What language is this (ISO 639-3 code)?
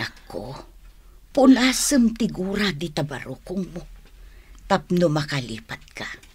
ilo